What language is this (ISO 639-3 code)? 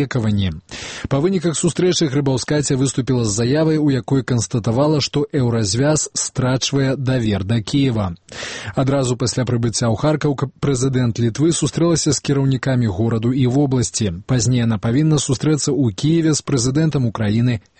bel